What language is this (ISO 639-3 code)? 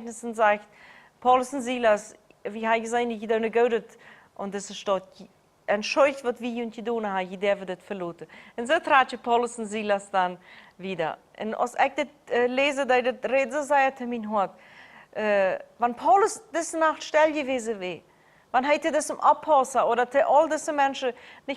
pdt